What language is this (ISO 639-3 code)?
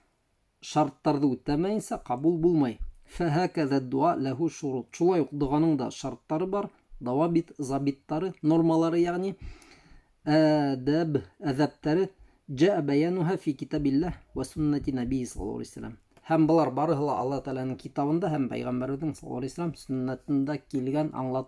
bak